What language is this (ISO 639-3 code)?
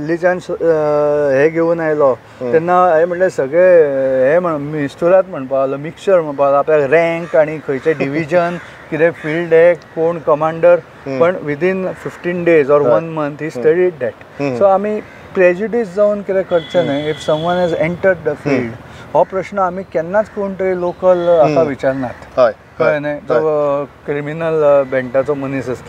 kok